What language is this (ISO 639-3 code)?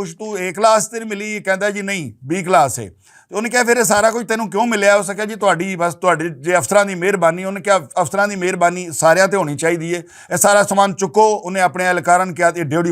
lah